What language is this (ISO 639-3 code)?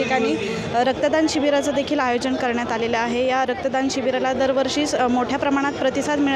mar